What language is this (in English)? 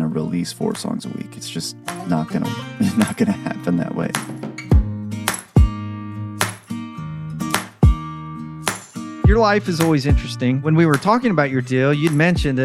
English